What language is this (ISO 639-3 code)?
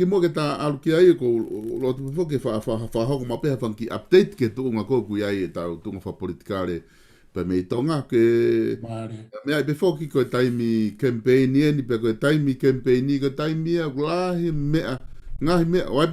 ton